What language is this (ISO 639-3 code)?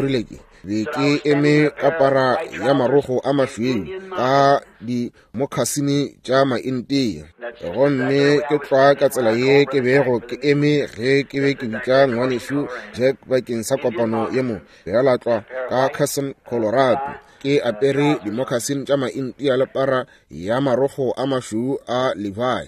nso